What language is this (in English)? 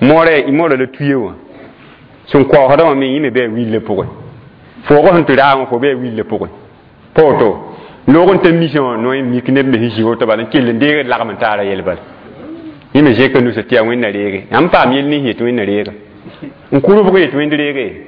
Mossi